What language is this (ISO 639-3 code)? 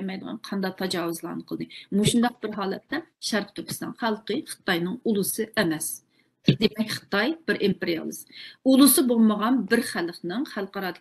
uig